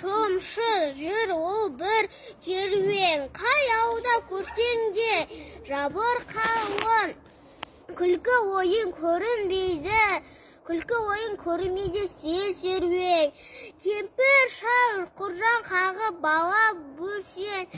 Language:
Kazakh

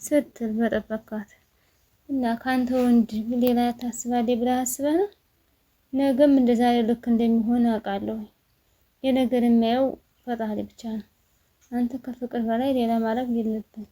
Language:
Amharic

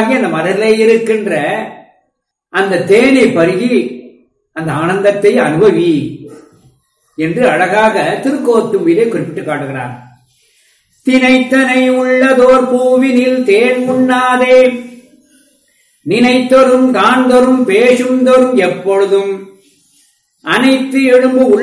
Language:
Tamil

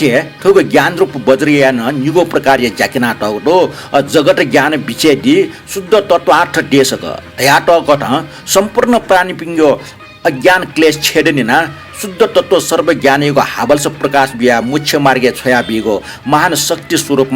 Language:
Newari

